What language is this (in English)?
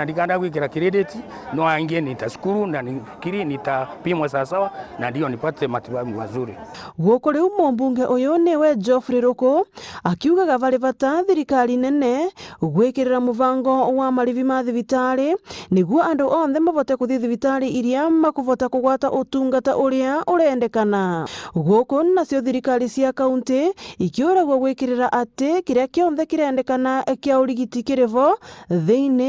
Meru